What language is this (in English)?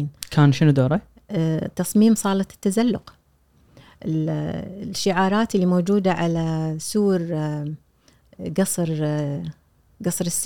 Gulf Arabic